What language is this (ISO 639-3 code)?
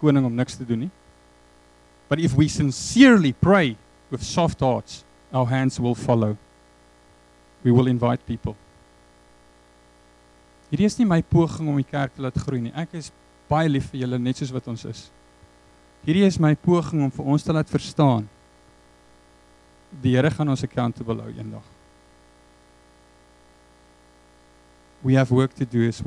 afr